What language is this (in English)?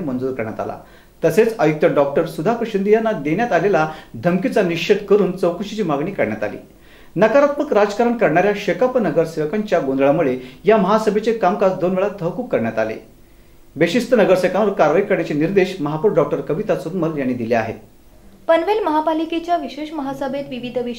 Marathi